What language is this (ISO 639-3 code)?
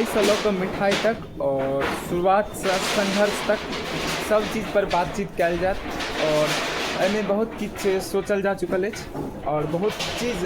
mai